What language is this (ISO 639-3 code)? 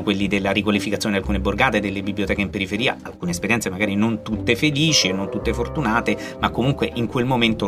ita